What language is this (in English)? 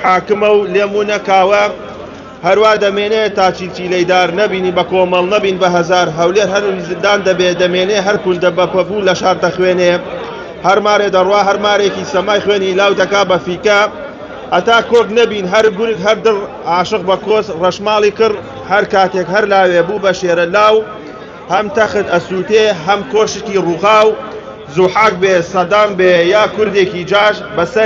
Central Kurdish